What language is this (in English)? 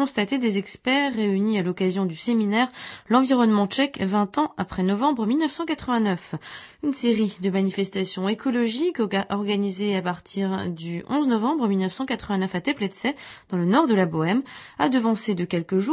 French